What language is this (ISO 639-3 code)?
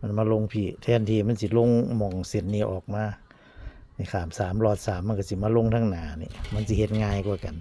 tts